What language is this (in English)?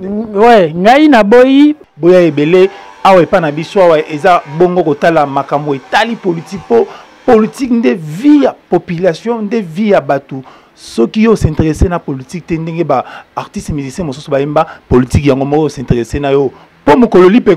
Lingala